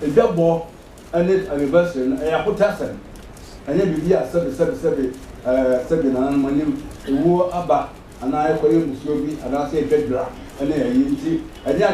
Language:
Akan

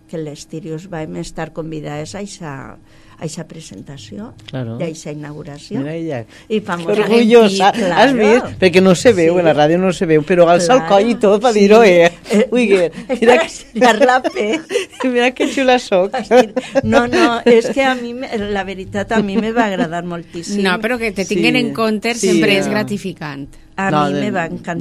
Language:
Catalan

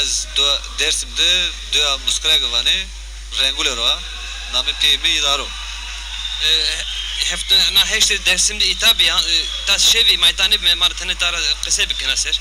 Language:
Zaza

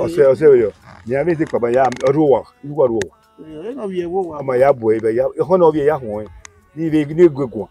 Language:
Bini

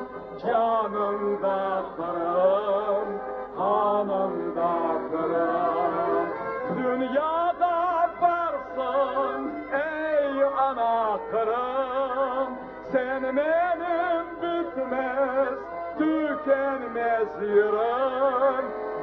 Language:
Crimean Tatar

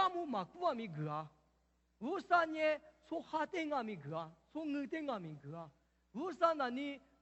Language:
Lisu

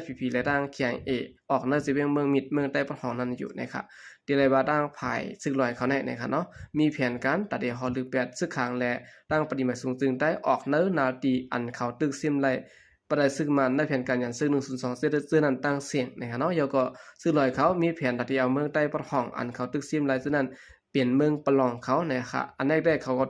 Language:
Shan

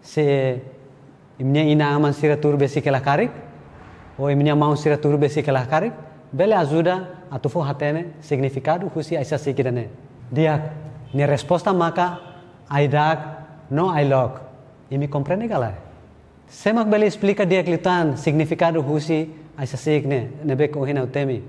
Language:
Tetum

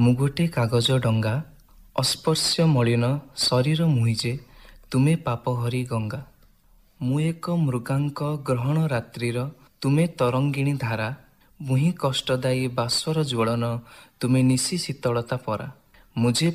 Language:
Odia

